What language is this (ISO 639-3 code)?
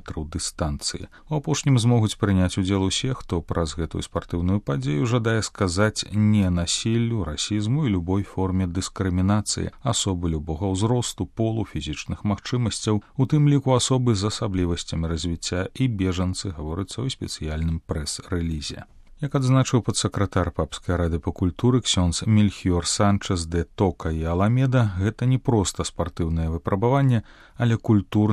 bel